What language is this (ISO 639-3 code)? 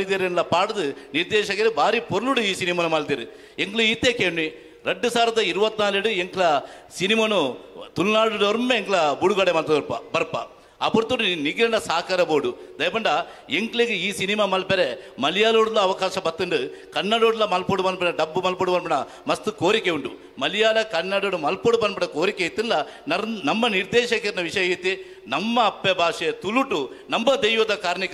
tcy